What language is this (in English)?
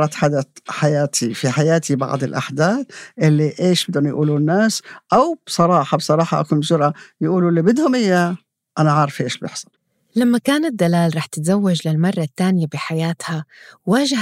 North Levantine Arabic